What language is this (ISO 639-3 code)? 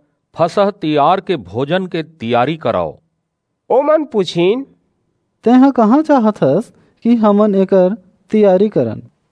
hne